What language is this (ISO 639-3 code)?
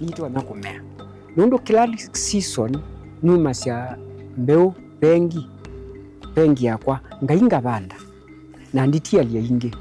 kam